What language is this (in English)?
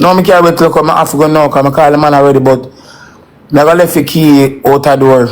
Jamaican Creole English